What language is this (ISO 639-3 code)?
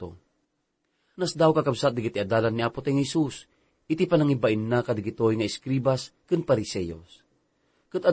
ilo